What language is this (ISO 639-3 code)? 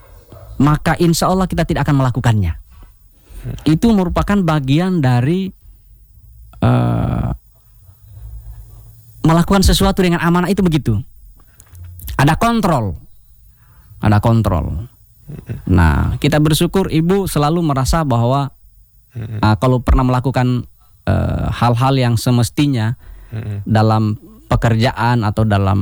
ind